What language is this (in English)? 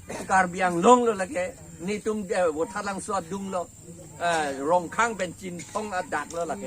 Karbi